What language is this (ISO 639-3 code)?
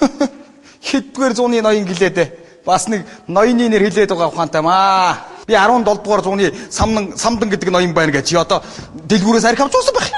mon